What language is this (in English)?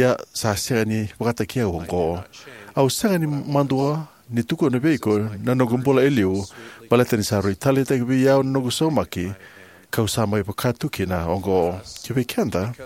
Fijian